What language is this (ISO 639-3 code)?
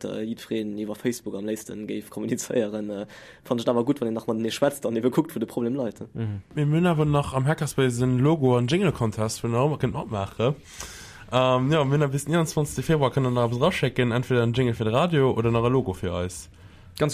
ltz